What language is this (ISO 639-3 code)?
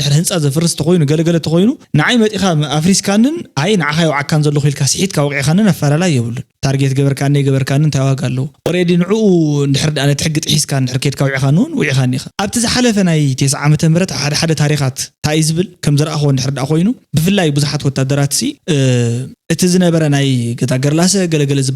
tir